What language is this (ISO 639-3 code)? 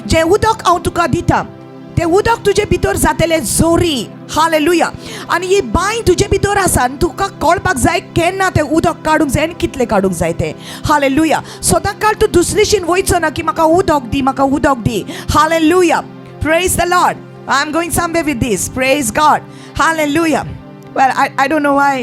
kok